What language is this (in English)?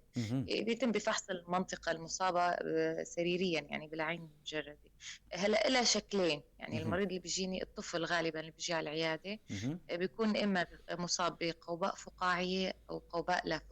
North Levantine Arabic